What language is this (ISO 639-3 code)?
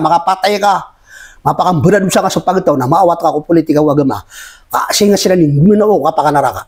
mrw